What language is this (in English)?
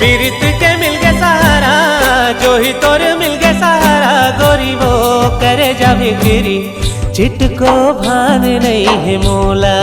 Chhattisgarhi